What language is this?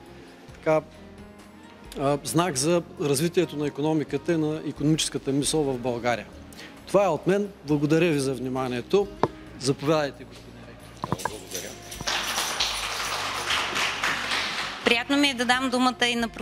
Bulgarian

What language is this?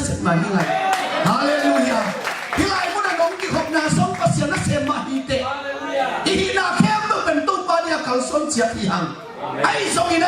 Tedim Chin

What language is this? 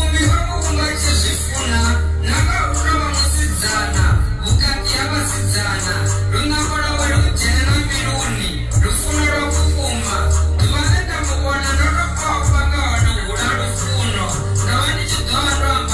Venda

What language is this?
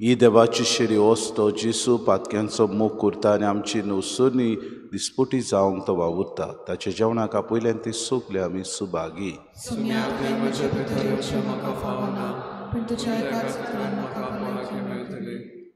Konkani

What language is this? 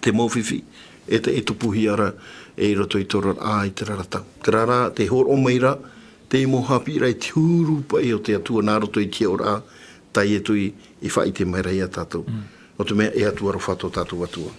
Tahitian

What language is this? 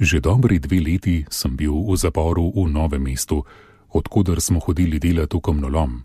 Slovenian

